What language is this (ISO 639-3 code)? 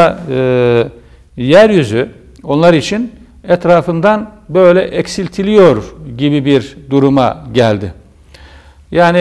tur